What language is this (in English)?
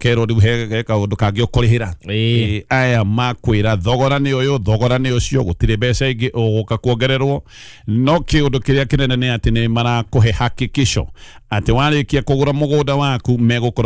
Kikuyu